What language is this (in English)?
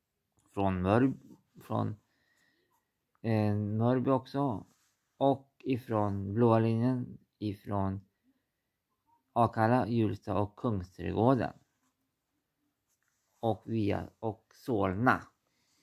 Swedish